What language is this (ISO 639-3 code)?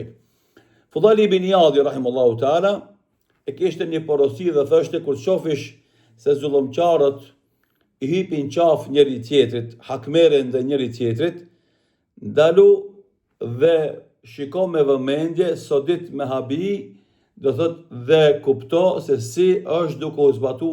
sqi